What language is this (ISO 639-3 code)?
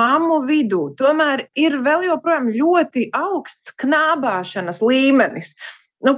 lav